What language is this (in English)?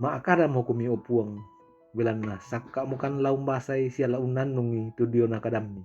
Toraja-Sa'dan